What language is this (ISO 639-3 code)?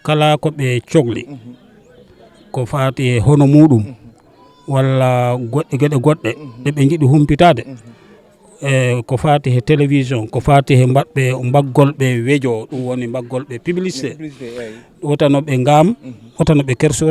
ful